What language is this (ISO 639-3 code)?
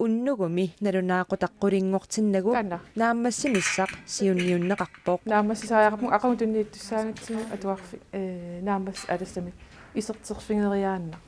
kal